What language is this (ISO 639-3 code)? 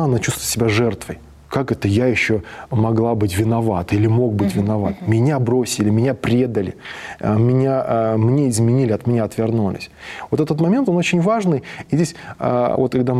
rus